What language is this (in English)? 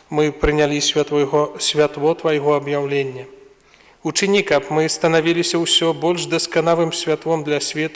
Belarusian